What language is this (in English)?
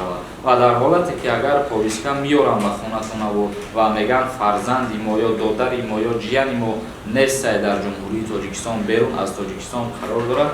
Tajik